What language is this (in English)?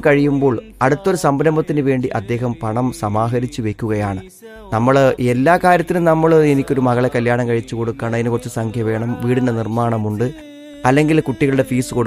Malayalam